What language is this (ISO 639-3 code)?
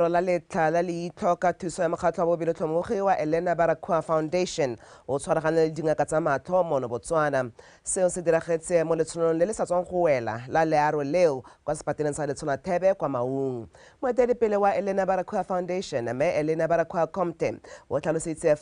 tsn